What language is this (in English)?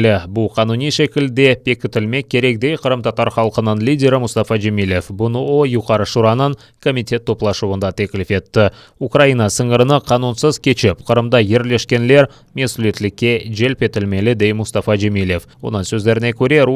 Crimean Tatar